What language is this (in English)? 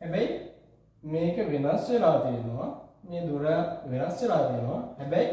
Sinhala